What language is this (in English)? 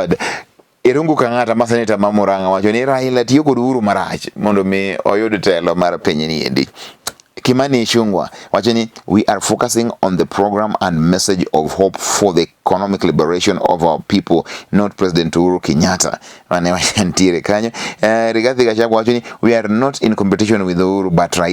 Luo (Kenya and Tanzania)